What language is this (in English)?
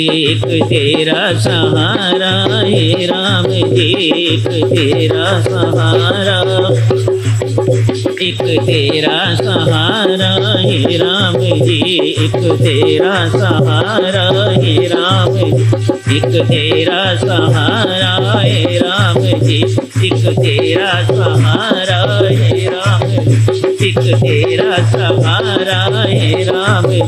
Hindi